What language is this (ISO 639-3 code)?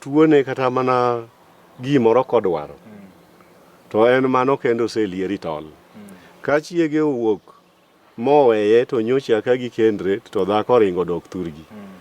luo